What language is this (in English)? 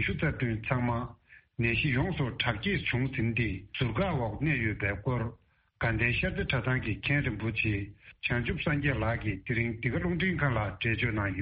Tibetan